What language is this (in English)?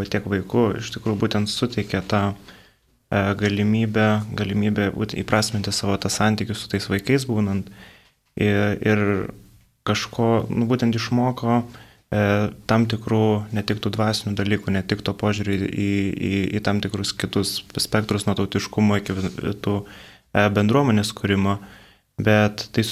Lithuanian